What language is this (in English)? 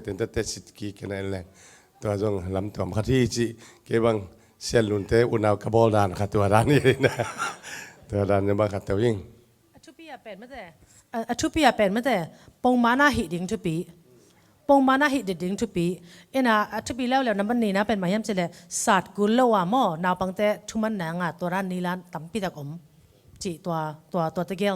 Tedim Chin